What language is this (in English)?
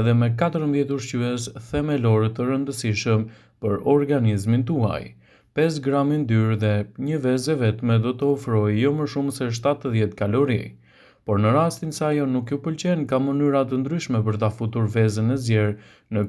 Albanian